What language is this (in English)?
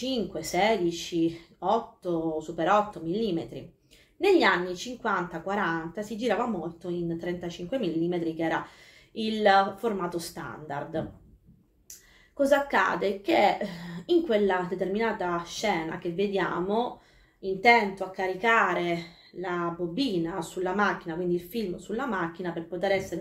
Italian